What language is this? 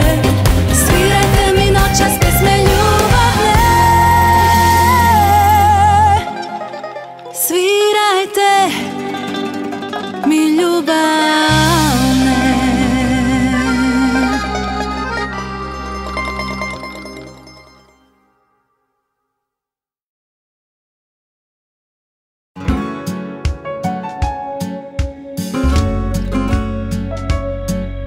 Croatian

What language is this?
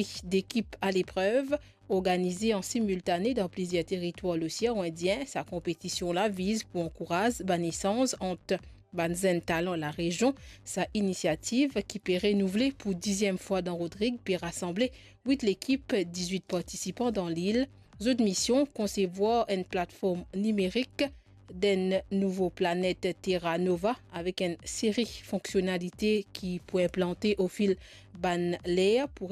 Morisyen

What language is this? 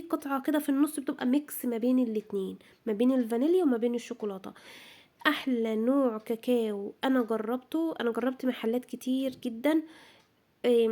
Egyptian Arabic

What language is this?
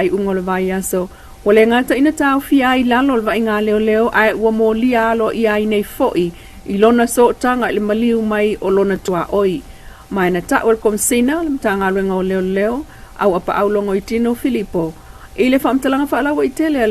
Samoan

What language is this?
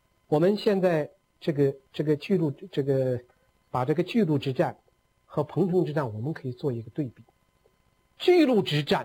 Chinese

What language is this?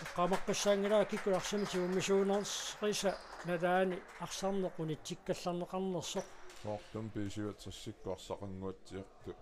Kalaallisut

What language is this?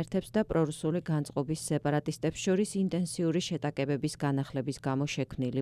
Georgian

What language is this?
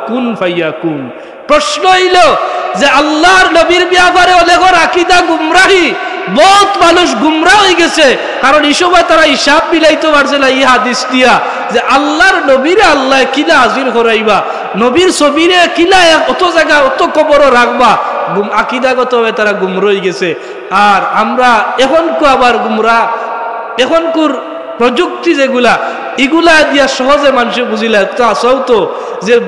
Sylheti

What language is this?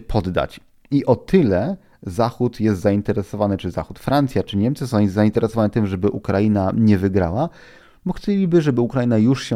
Polish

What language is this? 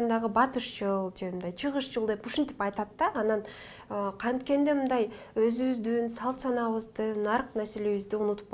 Kyrgyz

